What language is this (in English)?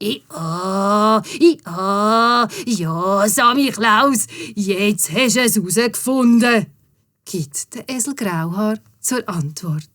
Swiss German